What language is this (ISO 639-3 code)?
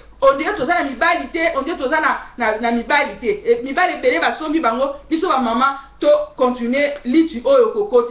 lin